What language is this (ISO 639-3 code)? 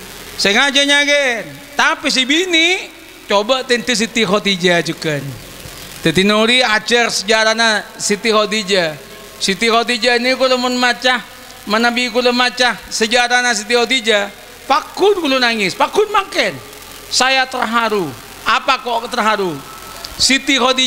mad